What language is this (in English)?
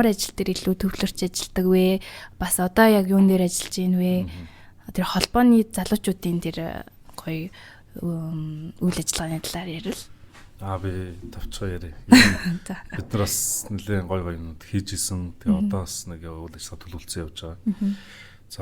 Mongolian